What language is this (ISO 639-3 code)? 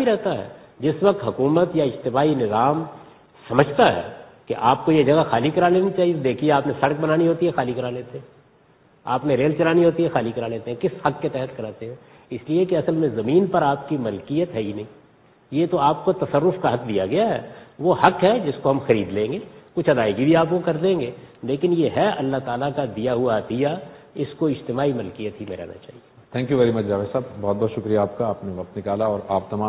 urd